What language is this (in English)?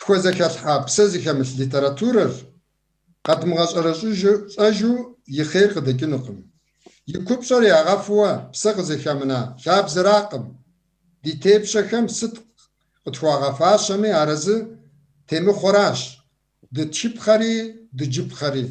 Kabardian